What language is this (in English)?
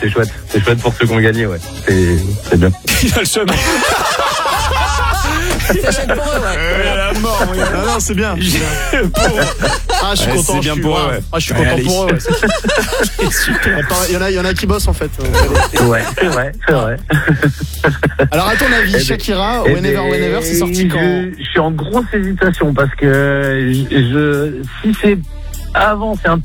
French